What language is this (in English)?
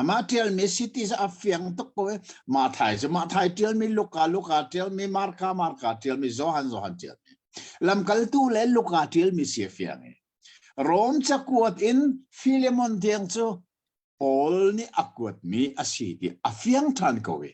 Hakha Chin